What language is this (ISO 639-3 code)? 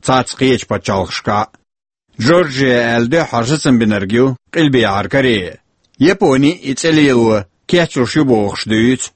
che